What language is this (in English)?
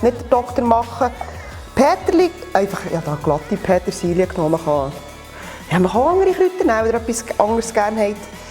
Swiss German